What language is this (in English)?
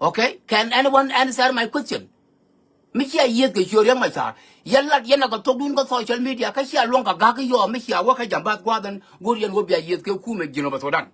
Nuer